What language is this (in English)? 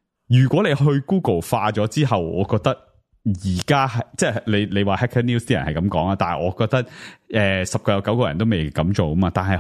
Cantonese